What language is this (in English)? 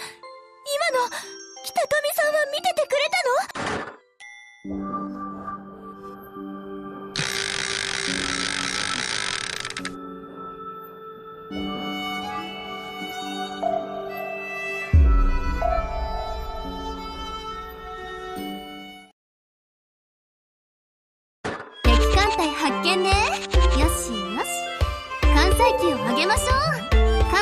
Japanese